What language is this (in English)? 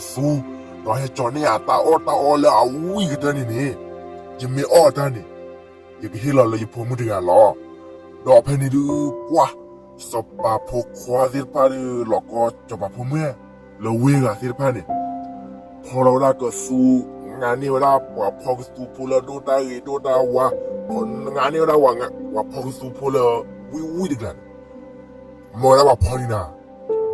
S'gaw Karen